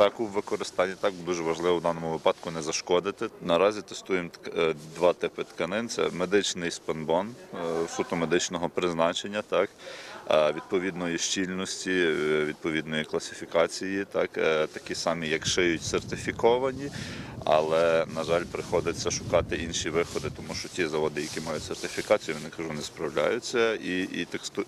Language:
Ukrainian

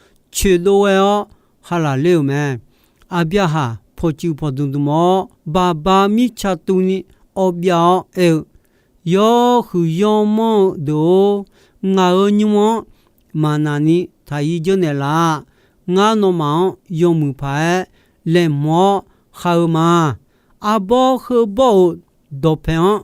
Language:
Akha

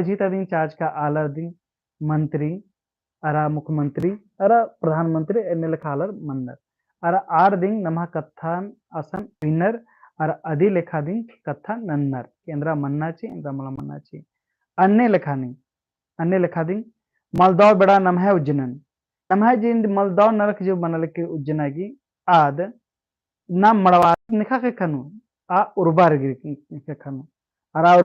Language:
Kurukh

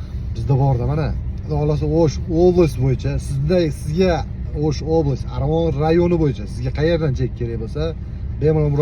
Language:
Uzbek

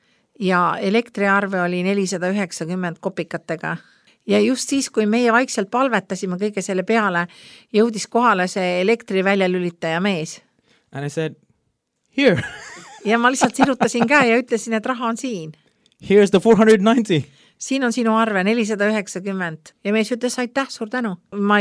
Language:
Estonian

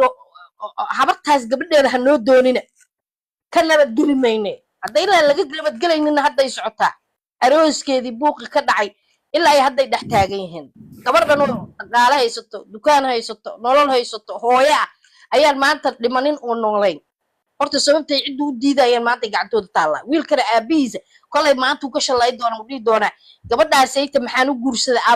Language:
Somali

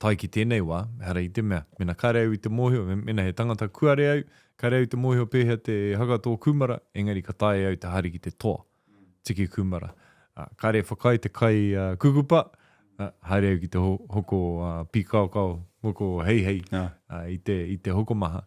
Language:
Māori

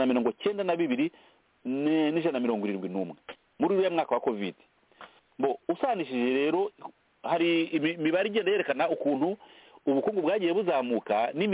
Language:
Kinyarwanda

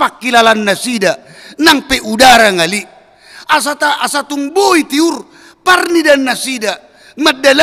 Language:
Batak Toba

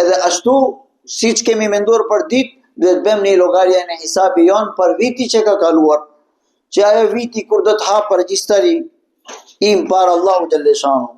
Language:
Albanian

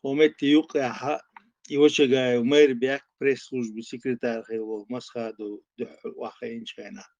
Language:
Chechen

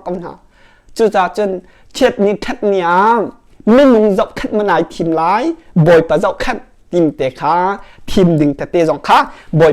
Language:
Hakha Chin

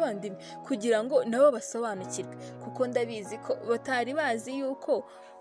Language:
Kinyarwanda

